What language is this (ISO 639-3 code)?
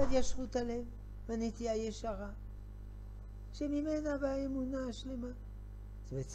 heb